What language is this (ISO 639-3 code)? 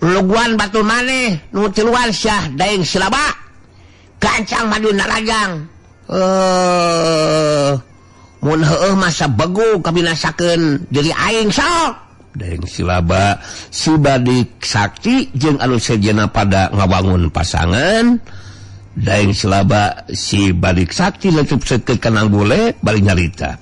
sun